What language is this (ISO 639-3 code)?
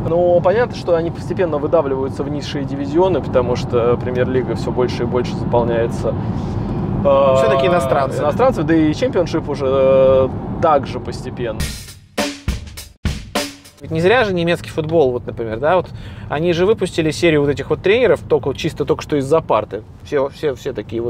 rus